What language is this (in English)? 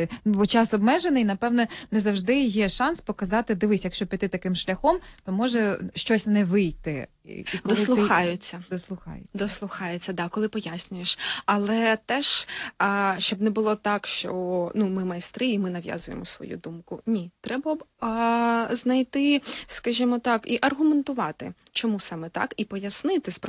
Ukrainian